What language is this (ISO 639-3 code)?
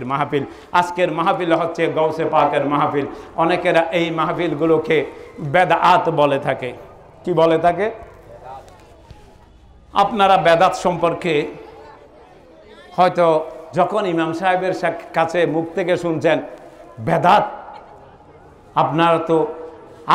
ben